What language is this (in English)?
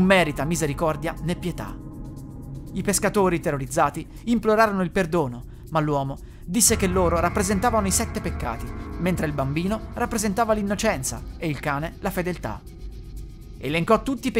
Italian